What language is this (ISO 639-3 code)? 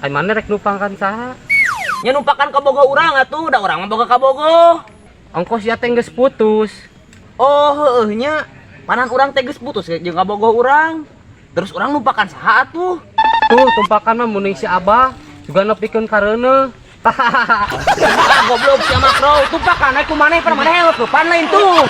sun